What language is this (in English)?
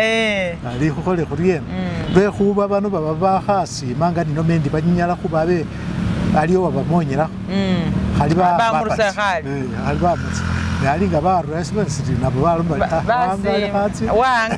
Masaaba